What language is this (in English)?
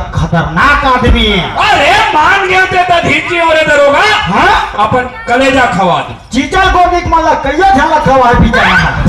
Chhattisgarhi